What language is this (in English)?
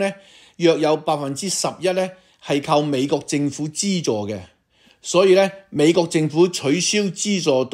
Cantonese